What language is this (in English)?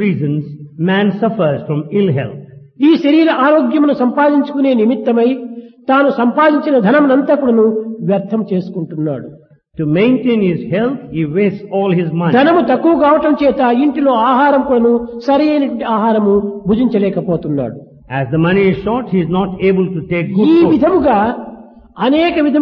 Telugu